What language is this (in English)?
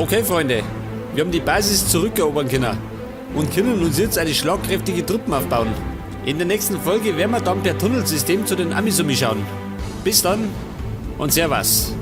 Bavarian